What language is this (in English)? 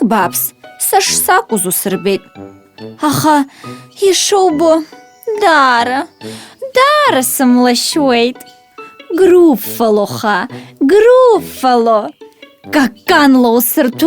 Abkhazian